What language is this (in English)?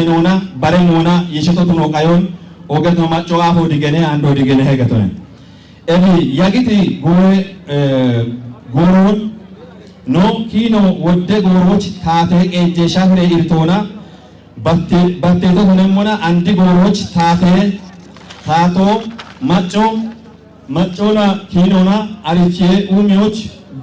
Kafa